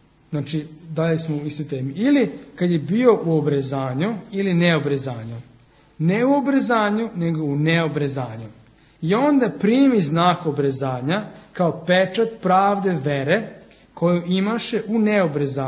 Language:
Serbian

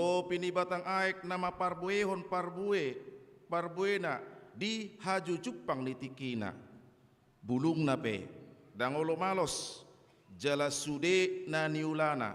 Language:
Batak Toba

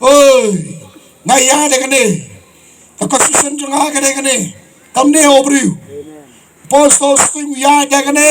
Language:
Khasi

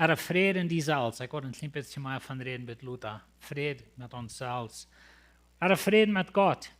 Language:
Plautdietsch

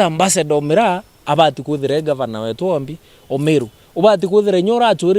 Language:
Meru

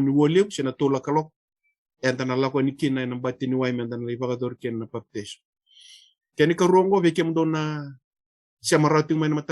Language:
Fijian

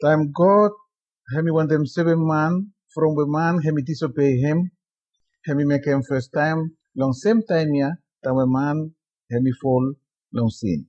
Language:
Bislama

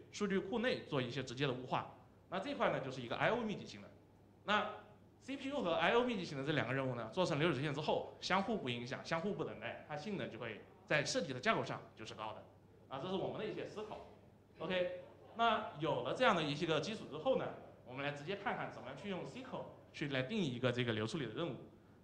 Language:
Chinese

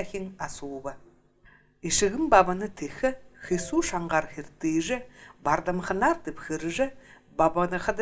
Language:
Buriat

